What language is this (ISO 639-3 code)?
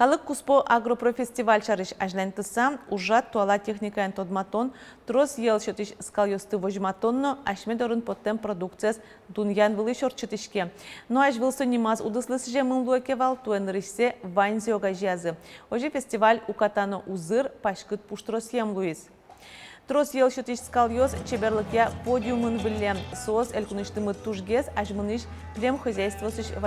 udm